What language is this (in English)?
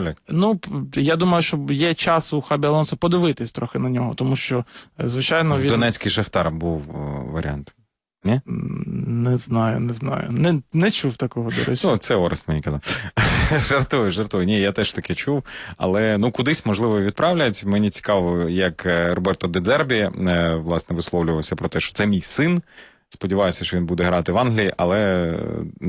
Ukrainian